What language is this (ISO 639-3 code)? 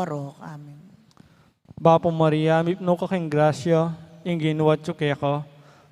pam